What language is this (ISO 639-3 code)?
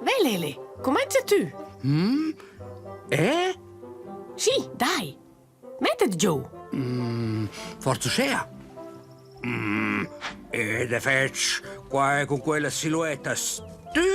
roh